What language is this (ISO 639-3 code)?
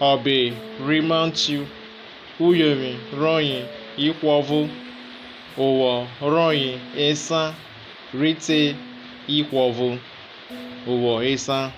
urh